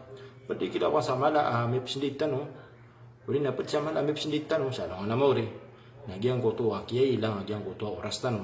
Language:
Maranao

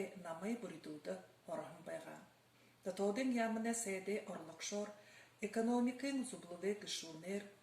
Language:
Buriat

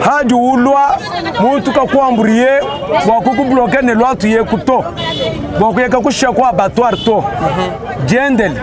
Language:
Luba-Lulua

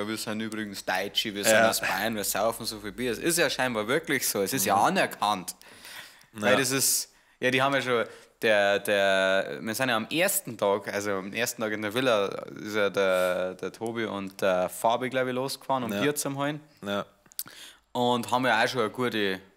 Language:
Bavarian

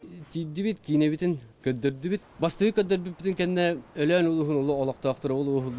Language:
Yakut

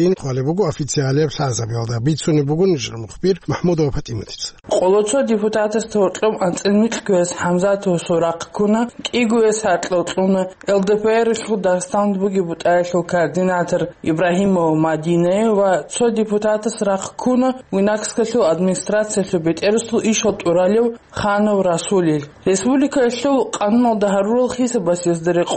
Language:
Avaric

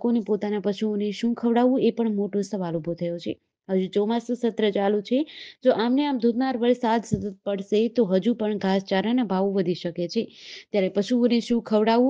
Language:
Gujarati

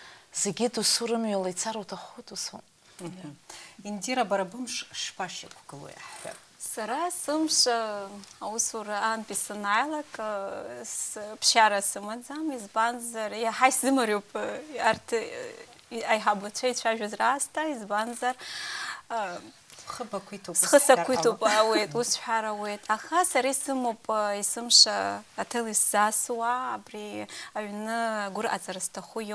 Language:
Abkhazian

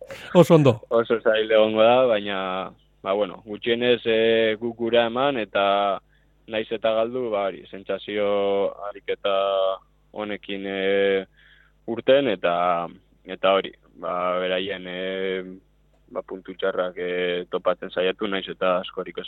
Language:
Basque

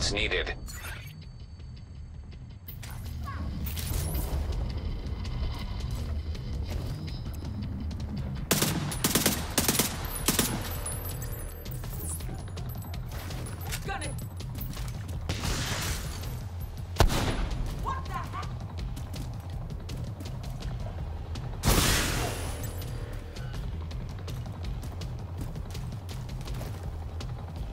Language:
English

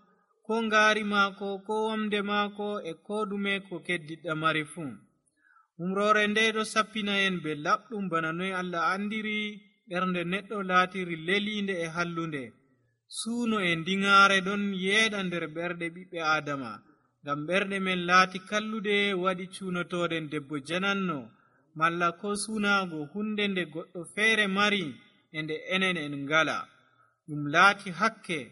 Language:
Nigerian Fulfulde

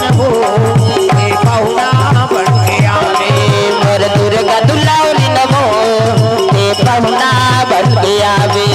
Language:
Chhattisgarhi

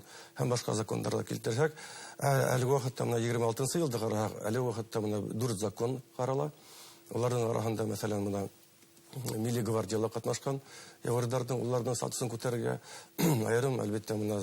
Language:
Bashkir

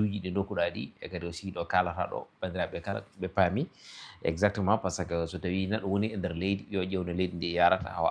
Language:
Fula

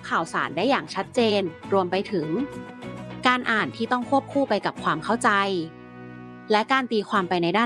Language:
Thai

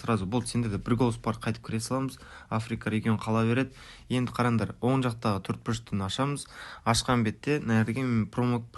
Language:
Kara-Kalpak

